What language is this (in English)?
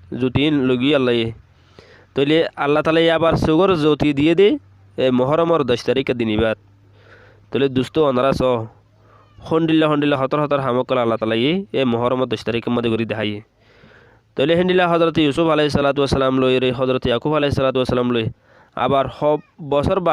Rohingya